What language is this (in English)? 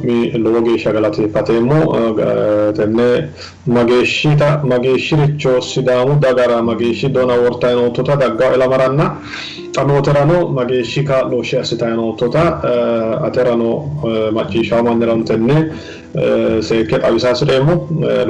Sidamo